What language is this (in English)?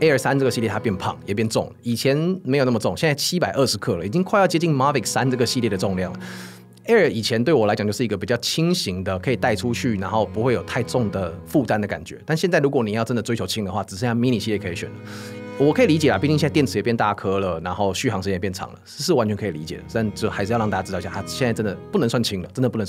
Chinese